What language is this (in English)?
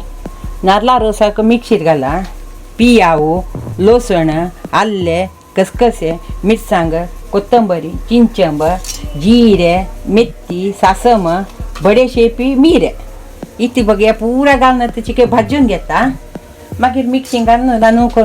Konkani